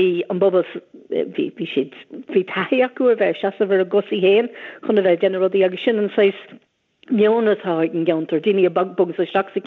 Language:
Irish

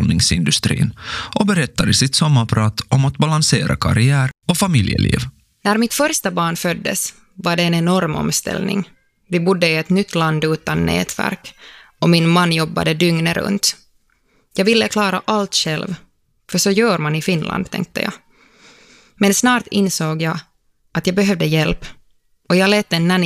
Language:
Swedish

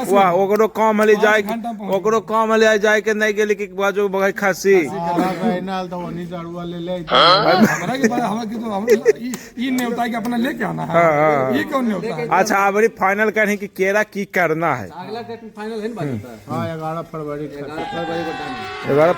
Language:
Magahi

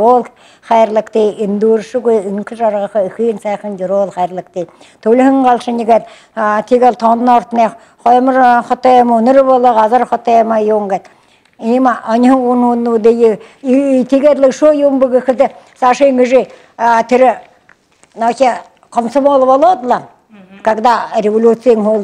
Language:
Buriat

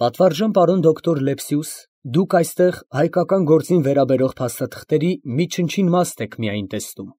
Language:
Armenian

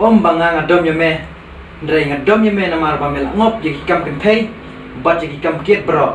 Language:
Khasi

